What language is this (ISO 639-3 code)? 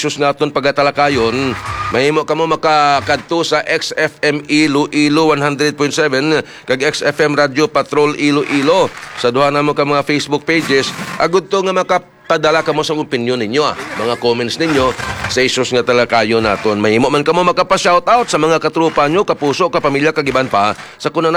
hil